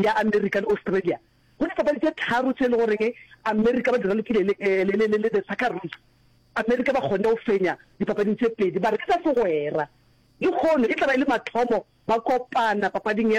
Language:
Northern Sotho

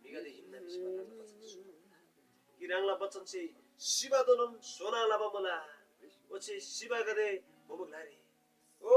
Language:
Eastern Tamang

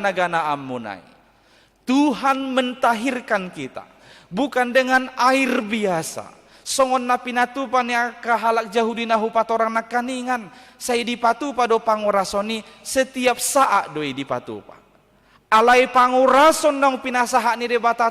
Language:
Batak Toba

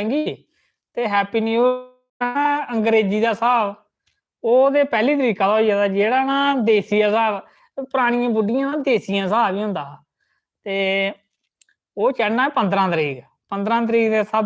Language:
Dogri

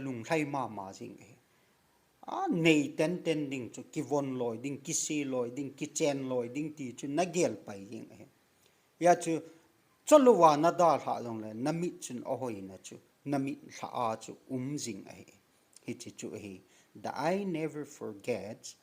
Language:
Thado Chin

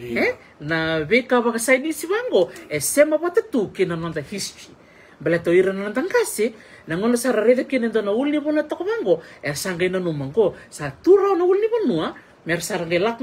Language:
Fijian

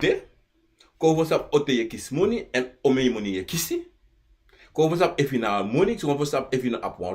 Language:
Sranan Tongo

